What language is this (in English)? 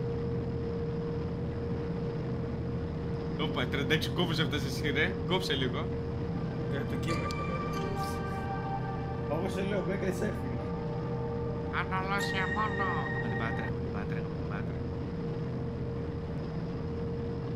Greek